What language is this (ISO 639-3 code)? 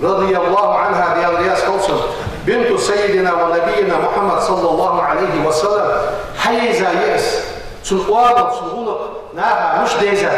inh